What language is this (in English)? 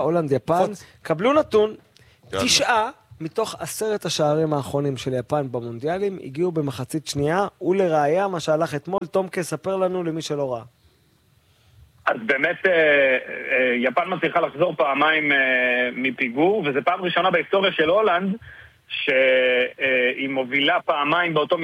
Hebrew